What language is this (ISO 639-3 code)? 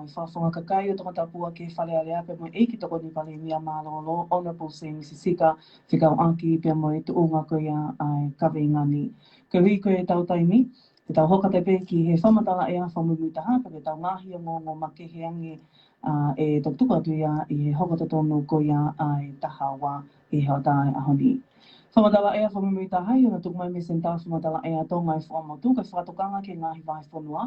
ton